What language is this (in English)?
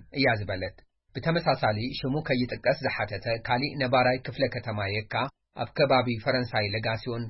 Tigrinya